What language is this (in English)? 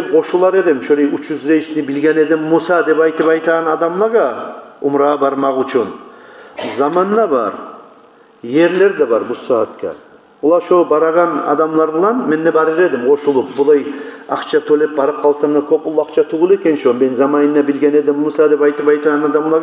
Kumyk